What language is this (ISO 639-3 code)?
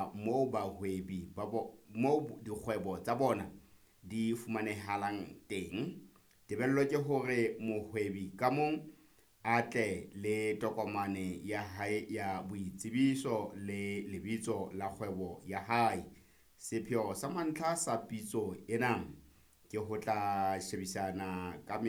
sot